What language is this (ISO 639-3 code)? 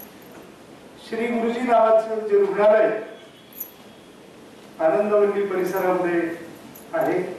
mar